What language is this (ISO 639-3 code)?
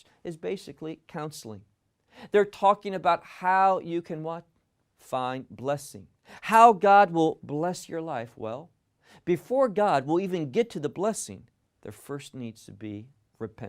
eng